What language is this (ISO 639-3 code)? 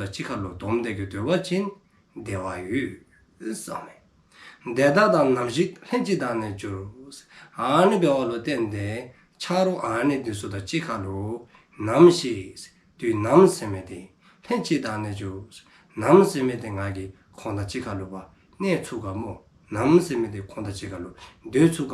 dzo